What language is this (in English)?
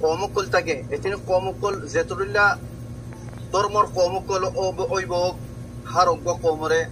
Rohingya